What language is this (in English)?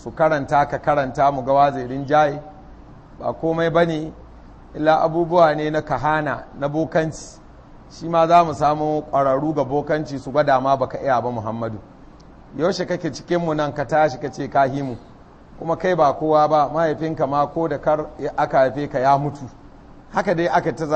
Hausa